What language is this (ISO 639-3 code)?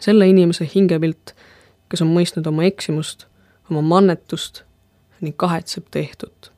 est